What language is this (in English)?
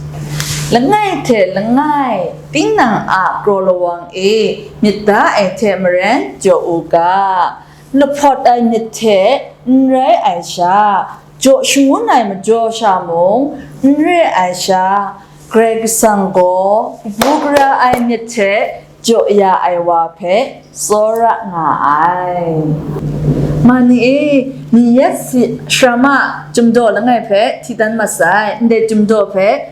Kachin